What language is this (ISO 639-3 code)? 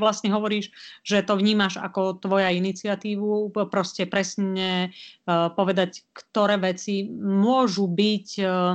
slk